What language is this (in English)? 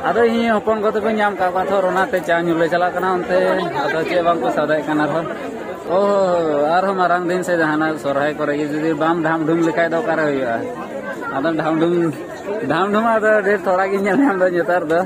Santali